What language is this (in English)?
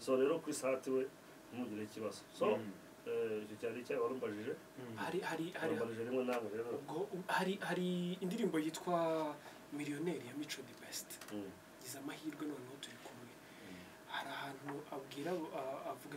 Kinyarwanda